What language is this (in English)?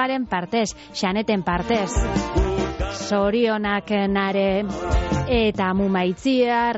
Basque